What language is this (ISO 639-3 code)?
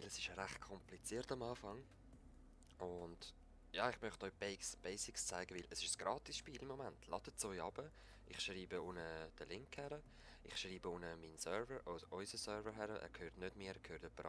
gsw